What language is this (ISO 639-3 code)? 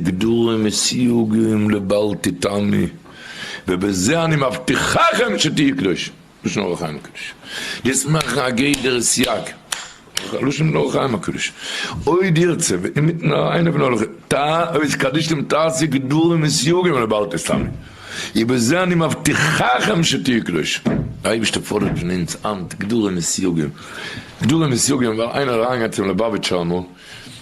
yid